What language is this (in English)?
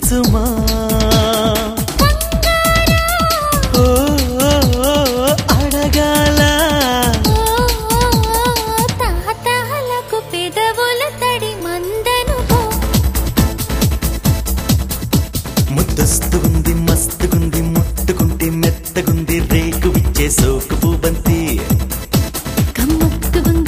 Telugu